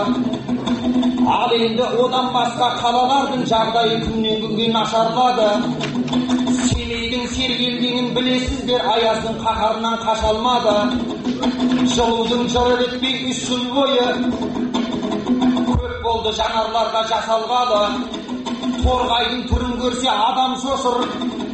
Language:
Kazakh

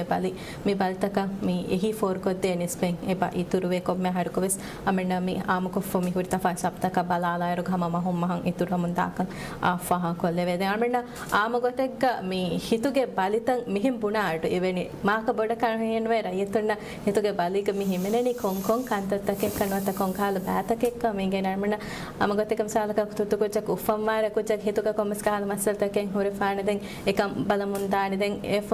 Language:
Divehi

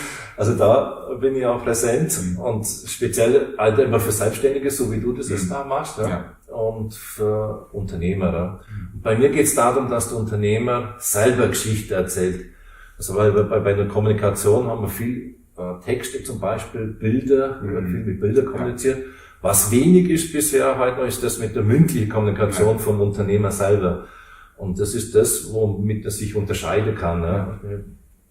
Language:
Swiss German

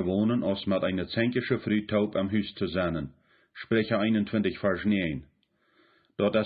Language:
Plautdietsch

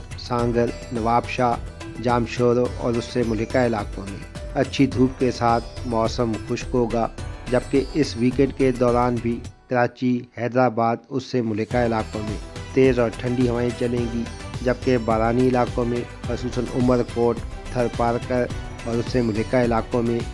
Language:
Urdu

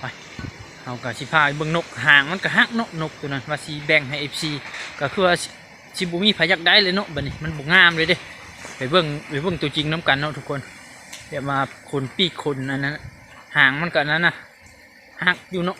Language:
Lao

